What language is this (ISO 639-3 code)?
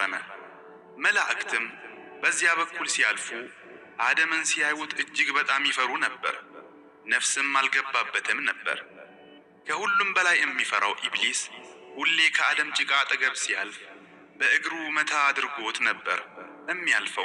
amh